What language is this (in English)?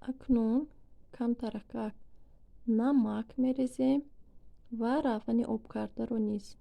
Tajik